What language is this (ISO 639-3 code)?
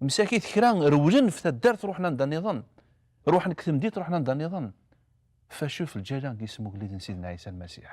kab